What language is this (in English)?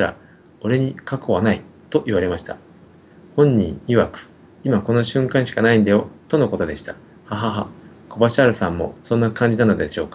Japanese